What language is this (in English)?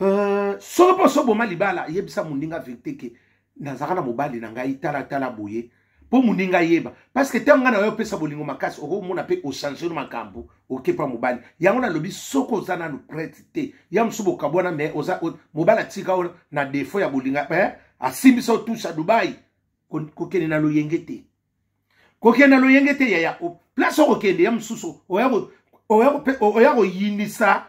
Lingala